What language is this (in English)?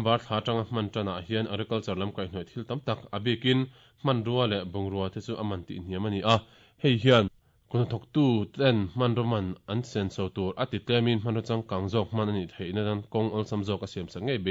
Mizo